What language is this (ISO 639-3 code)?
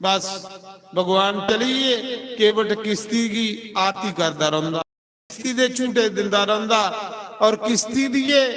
doi